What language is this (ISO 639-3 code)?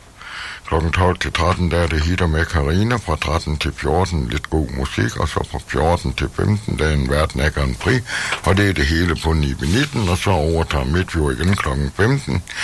dan